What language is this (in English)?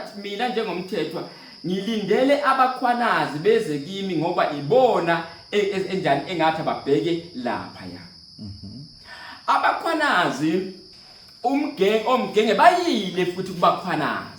Zulu